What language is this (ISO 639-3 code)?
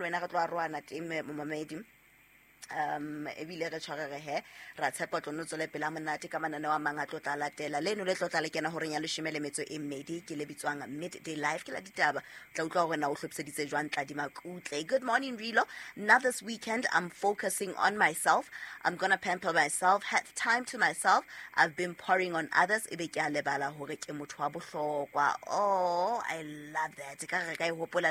sot